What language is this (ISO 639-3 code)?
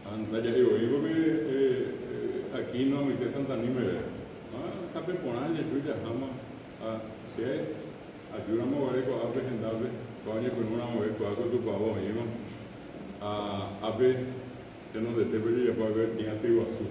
grn